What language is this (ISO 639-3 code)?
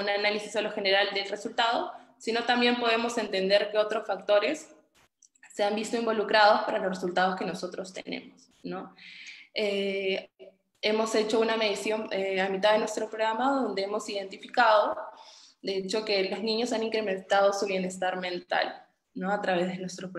spa